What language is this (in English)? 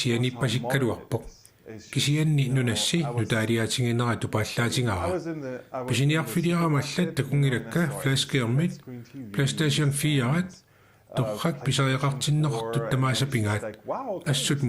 Kalaallisut